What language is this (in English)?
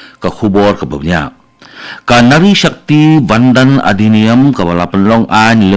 Khasi